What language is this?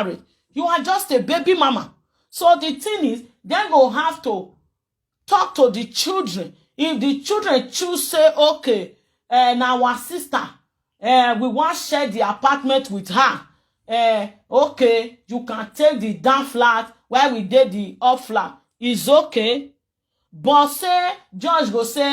Nigerian Pidgin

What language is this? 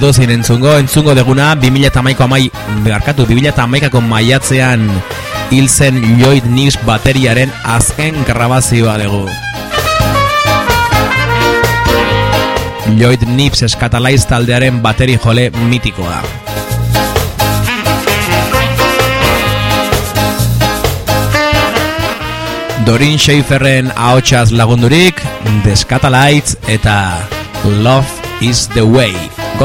Basque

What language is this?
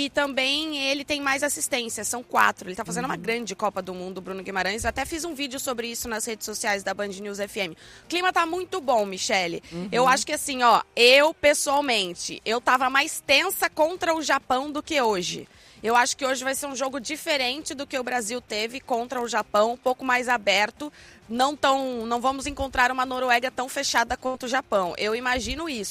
Portuguese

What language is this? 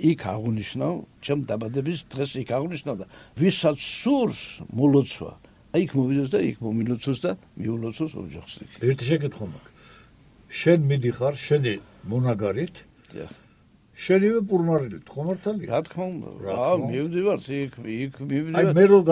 Georgian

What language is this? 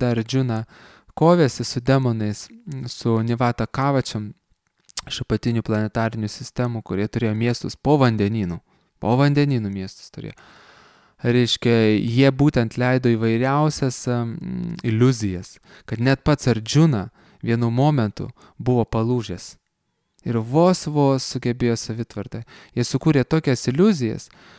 Lithuanian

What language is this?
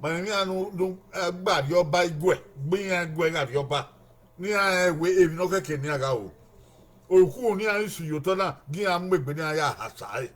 Bini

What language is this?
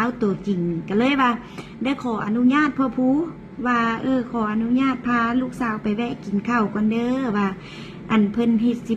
Northeastern Thai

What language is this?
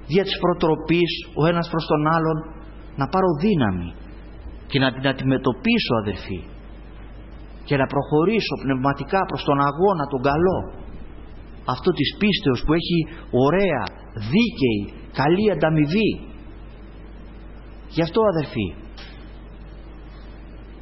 Greek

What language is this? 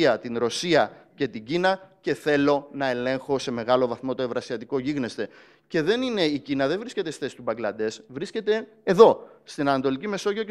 Greek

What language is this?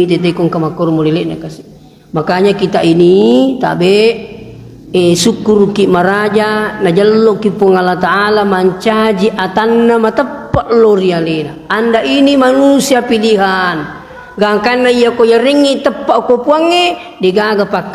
Buginese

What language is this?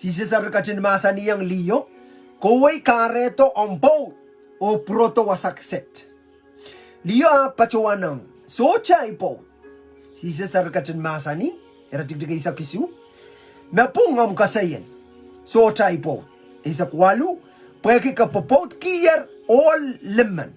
Pohnpeian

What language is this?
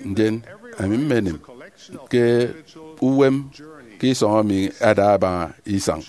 Efik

